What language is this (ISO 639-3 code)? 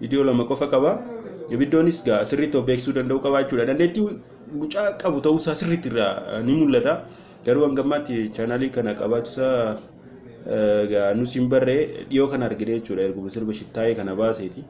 orm